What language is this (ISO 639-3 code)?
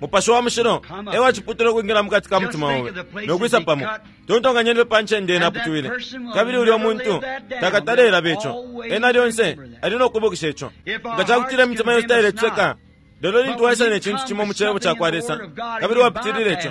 bem